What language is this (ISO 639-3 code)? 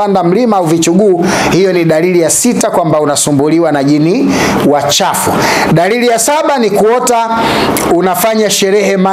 swa